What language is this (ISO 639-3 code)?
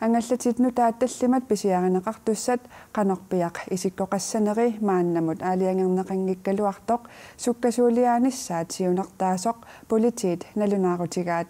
kal